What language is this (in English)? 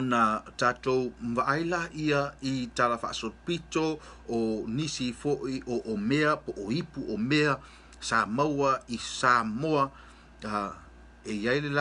Samoan